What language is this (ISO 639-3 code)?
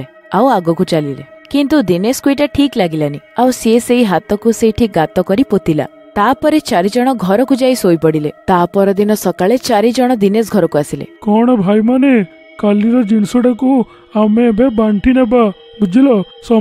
ori